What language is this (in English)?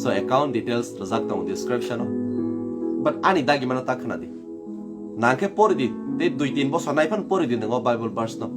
Kok Borok